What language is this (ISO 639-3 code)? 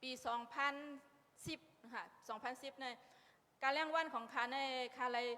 shn